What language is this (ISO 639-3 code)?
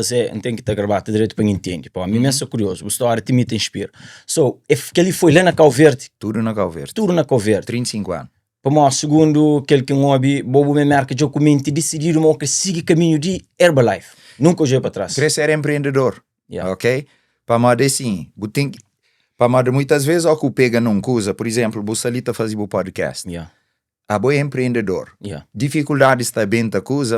kea